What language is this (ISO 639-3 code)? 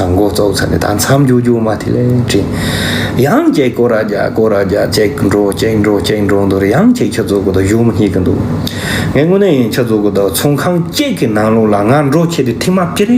bod